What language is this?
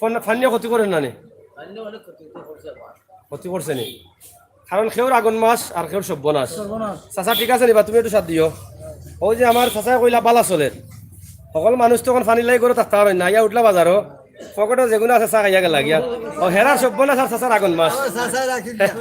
Sylheti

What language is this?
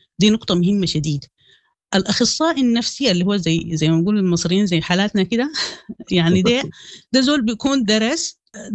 Sudanese Arabic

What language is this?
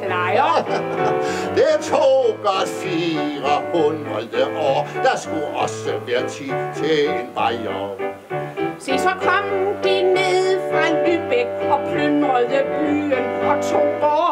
Danish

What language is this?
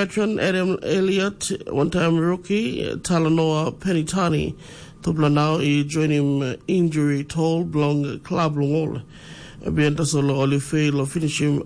Tok Pisin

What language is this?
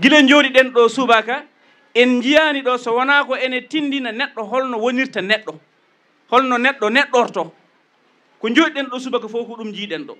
Fula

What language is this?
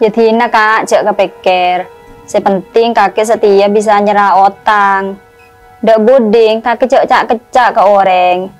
Madurese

